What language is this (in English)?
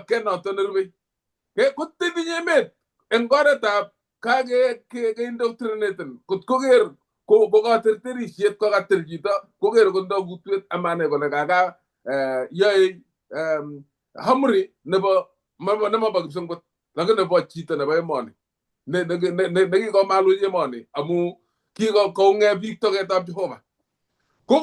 Kalenjin